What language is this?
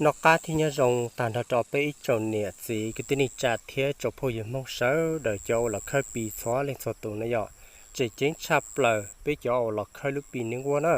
Hmong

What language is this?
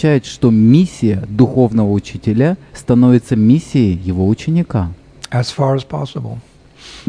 Russian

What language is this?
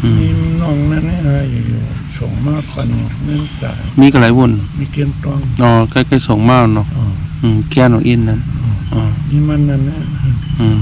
Shan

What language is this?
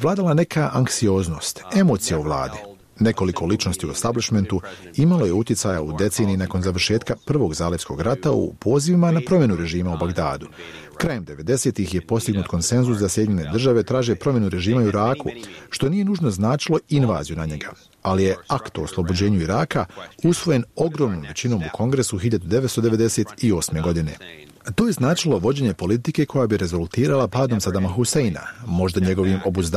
Bosnian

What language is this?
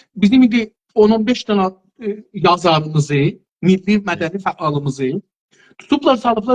South Azerbaijani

